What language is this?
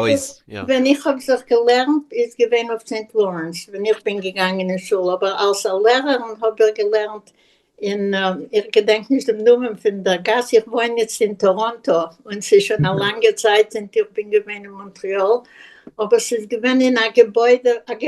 Yiddish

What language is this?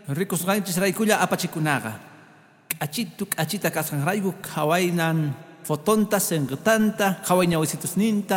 Quechua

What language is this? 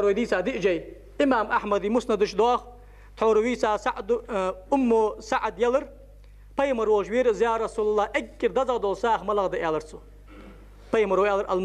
Ingush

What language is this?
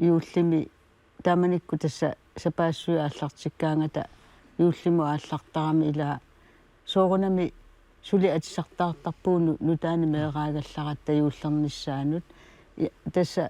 Kalaallisut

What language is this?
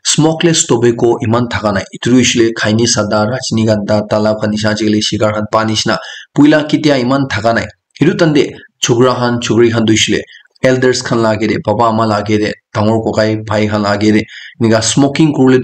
Naga Pidgin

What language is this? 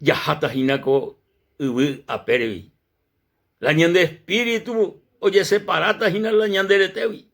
Guarani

